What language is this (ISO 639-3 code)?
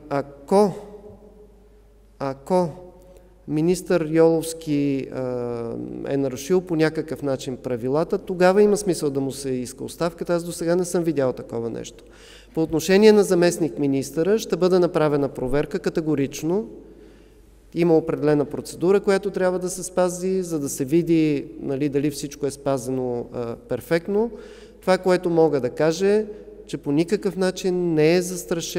bul